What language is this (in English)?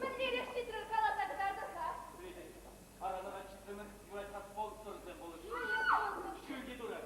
Chuvash